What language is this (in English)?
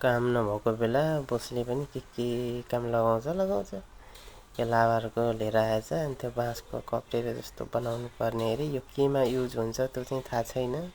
Nepali